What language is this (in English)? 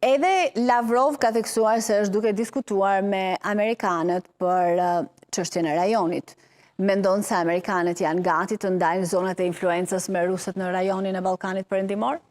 Albanian